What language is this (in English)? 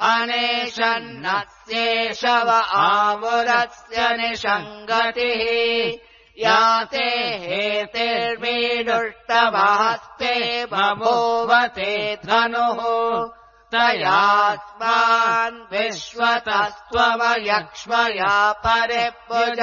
Sanskrit